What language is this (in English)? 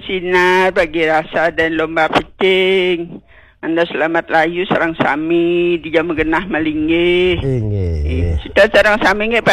Balinese